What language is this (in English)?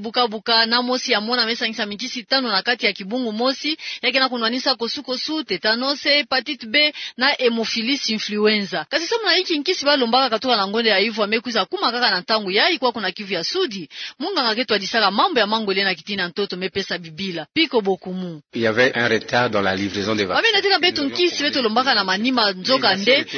Kituba (Democratic Republic of Congo)